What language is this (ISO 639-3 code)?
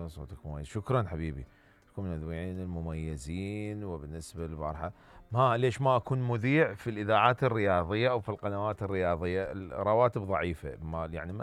acm